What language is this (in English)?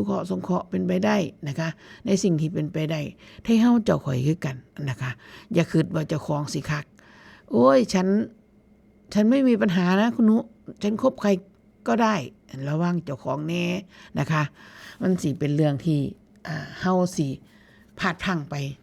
Northeastern Thai